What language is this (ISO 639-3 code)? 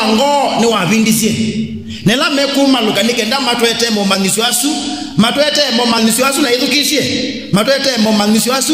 kam